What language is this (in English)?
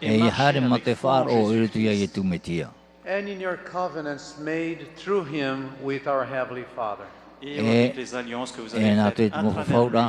Tahitian